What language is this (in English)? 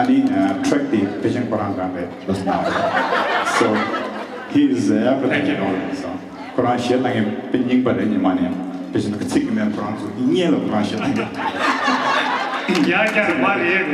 Tibetan